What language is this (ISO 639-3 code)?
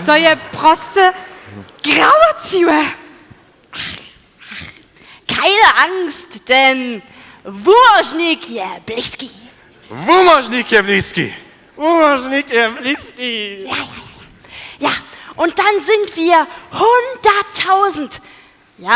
hsb